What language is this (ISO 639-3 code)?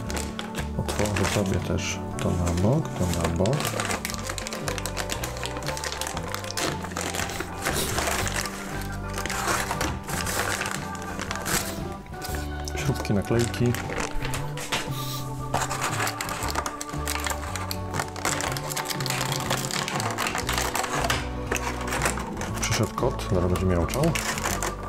pol